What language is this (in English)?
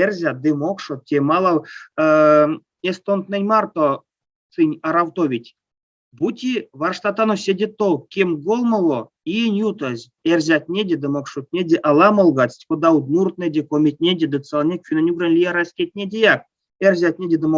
Erzya